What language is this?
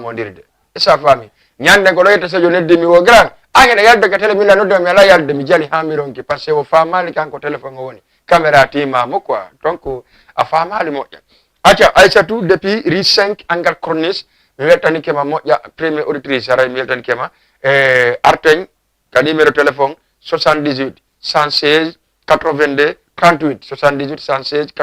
Fula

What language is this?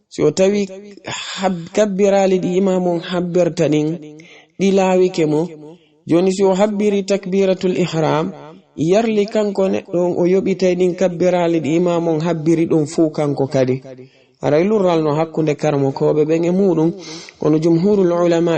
Fula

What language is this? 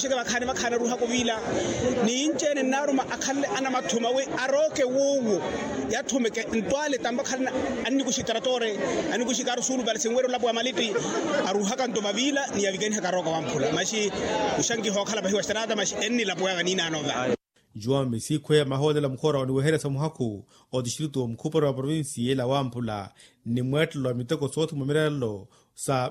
Makhuwa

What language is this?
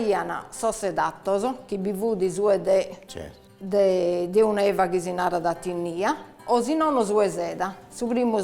Sardinian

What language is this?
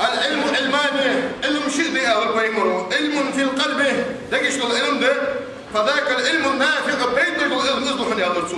Ingush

